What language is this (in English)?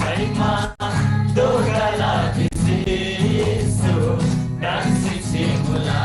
Eastern Tamang